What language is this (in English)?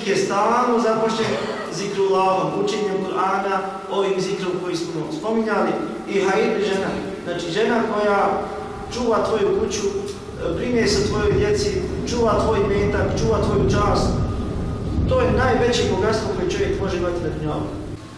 Bosnian